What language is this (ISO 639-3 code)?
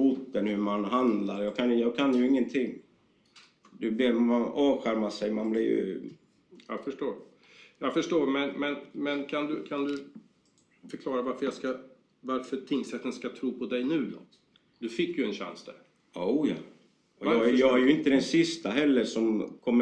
swe